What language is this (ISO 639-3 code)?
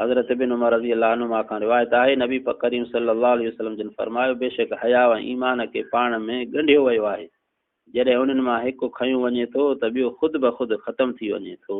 snd